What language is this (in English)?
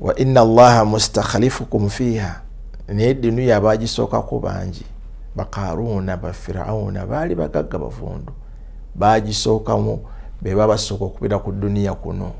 Ganda